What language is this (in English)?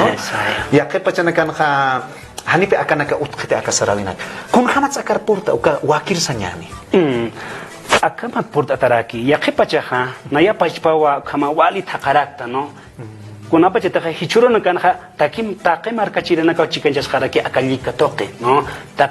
Aymara